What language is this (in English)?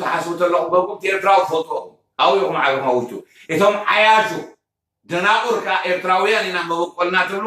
Tigrinya